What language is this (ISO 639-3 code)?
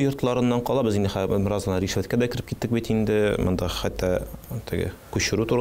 tat